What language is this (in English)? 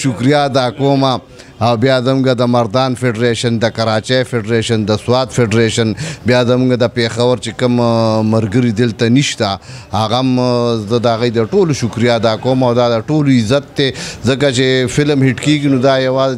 Pashto